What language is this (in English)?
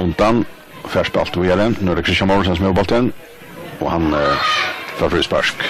Faroese